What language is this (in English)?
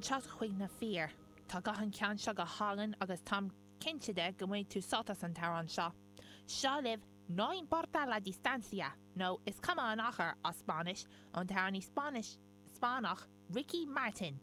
Irish